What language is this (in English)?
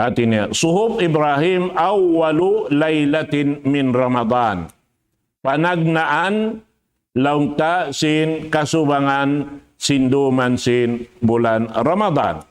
Tausug